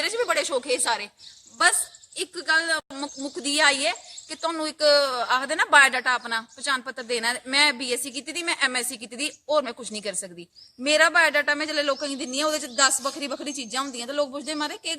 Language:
Dogri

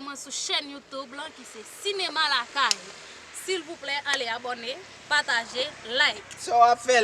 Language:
Haitian Creole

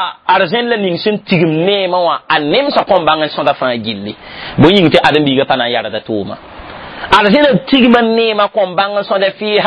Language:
Mossi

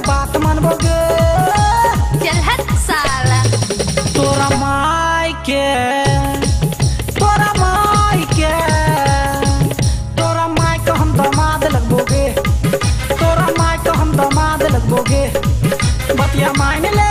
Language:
Bhojpuri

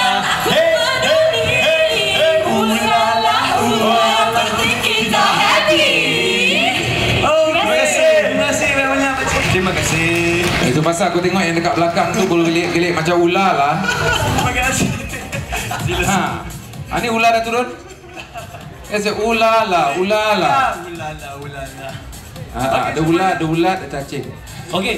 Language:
Malay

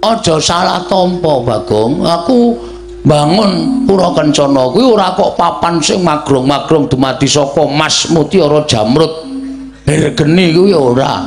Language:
Javanese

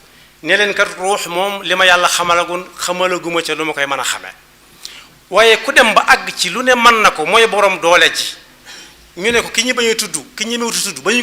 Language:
Wolof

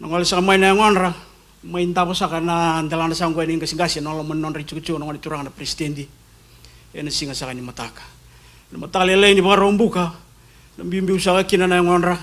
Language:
Fijian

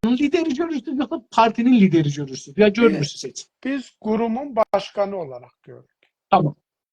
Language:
South Azerbaijani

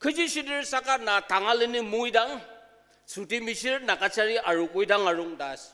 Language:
Ao Naga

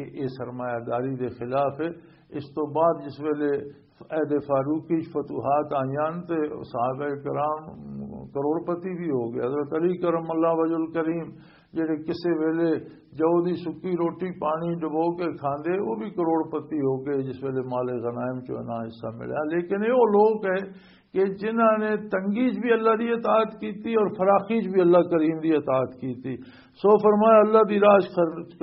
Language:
Western Panjabi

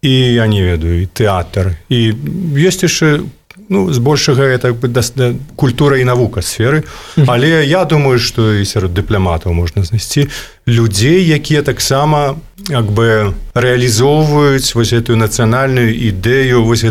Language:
Belarusian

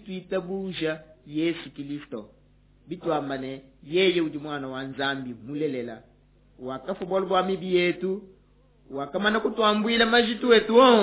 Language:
Luba-Lulua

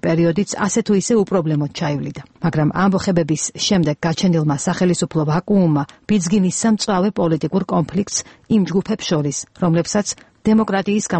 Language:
Georgian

